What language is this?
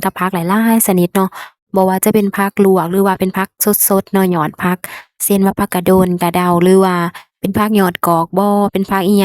Lao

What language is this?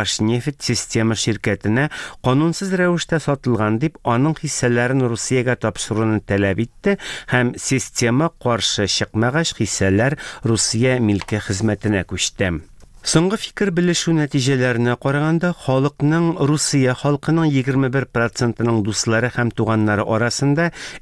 Tatar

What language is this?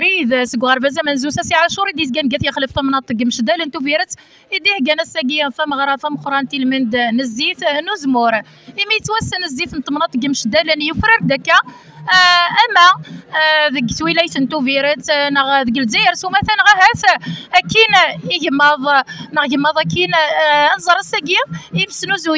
Kabyle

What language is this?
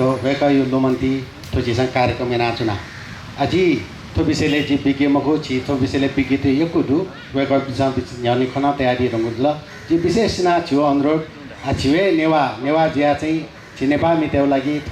Newari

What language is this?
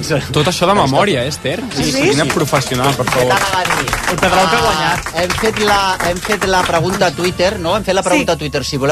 Catalan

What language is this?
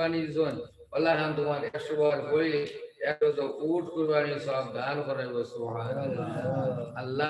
Sylheti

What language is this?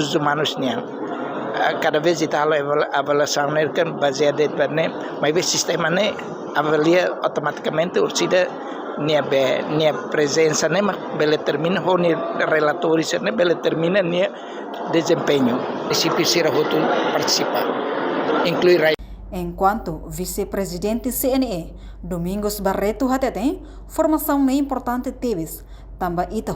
Tetum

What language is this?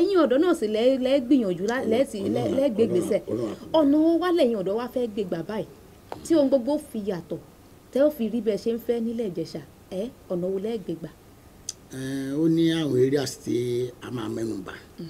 Yoruba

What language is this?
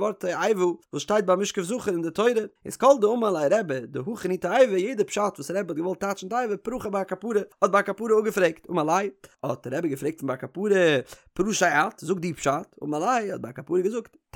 Yiddish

